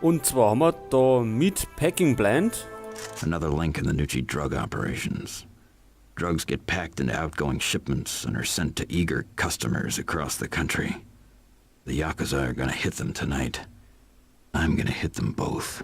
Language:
Bavarian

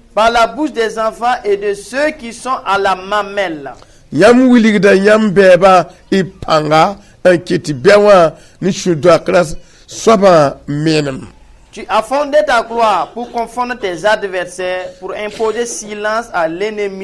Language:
Mossi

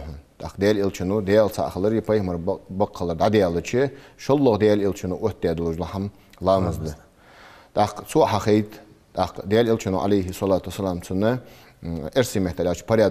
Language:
Ingush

